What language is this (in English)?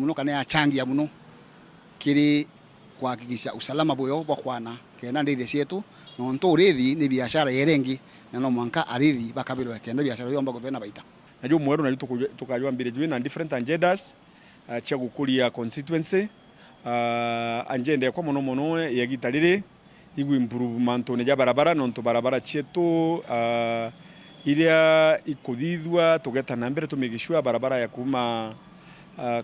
Meru